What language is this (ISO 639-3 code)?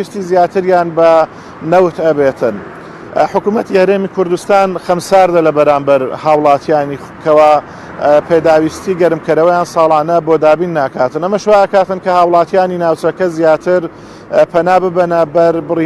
ckb